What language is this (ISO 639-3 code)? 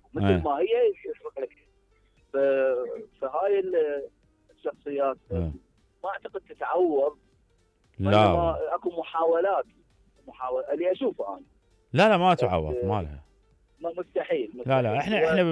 acm